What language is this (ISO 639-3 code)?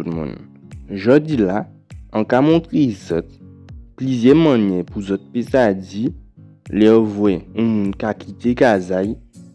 gcf